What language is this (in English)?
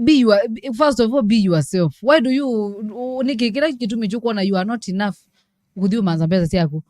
Kamba